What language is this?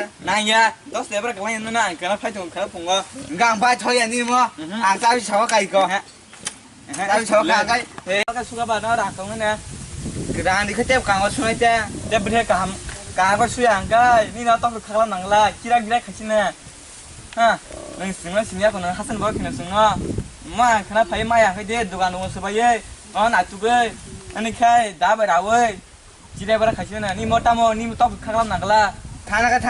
Kok Borok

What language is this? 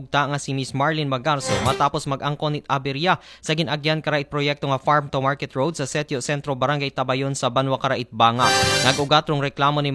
Aklanon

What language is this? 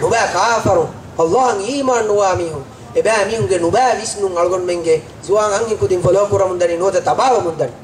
Divehi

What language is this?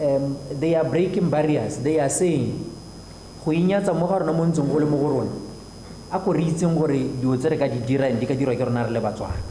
Tswana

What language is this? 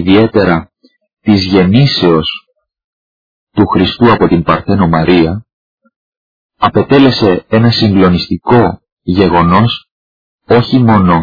Greek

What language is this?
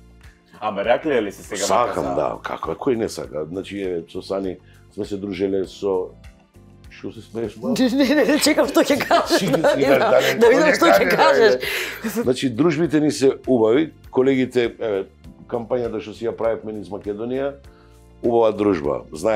Macedonian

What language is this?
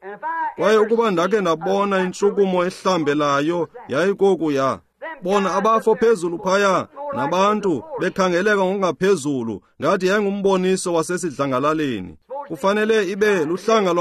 Xhosa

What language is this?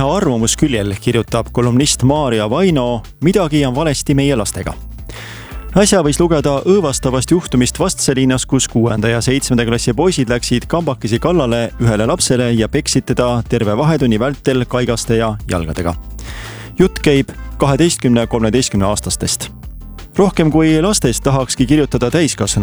Estonian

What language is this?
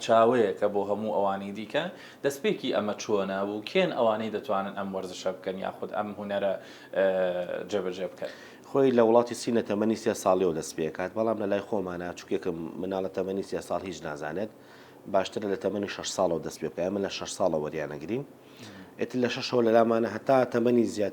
Central Kurdish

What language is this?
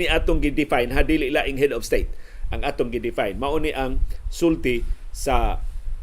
Cebuano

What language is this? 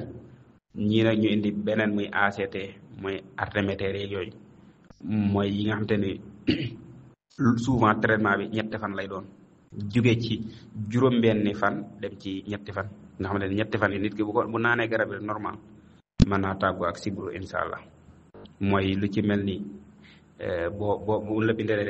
Wolof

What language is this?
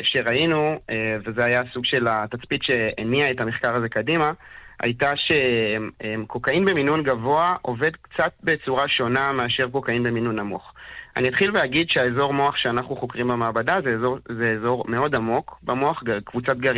Hebrew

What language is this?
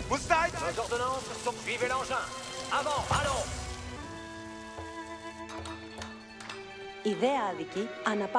Greek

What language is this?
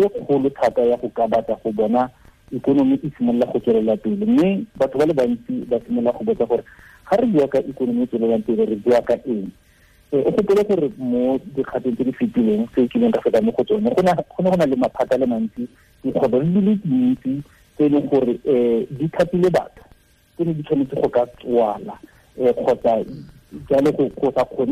Tswana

